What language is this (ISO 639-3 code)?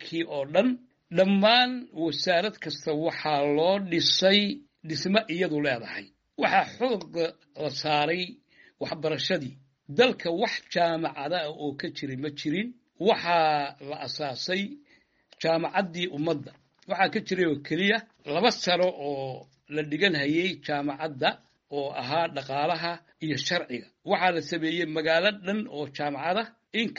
som